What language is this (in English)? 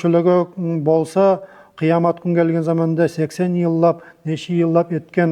Nogai